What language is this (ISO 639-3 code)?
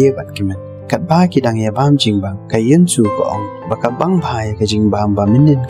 kha